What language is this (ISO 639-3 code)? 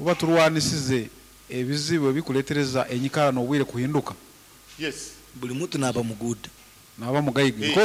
nyo